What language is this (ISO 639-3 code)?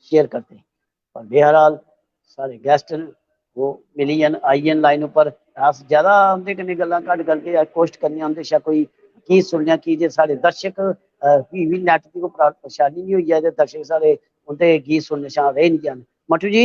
doi